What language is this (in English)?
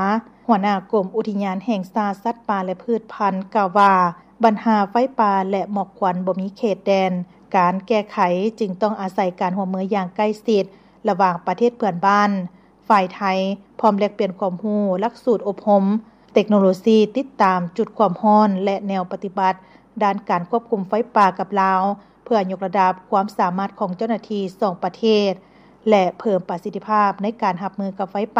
Lao